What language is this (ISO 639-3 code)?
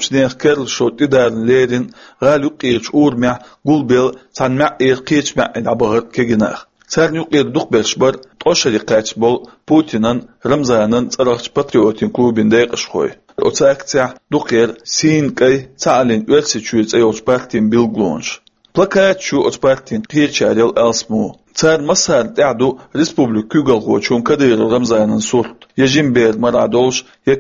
che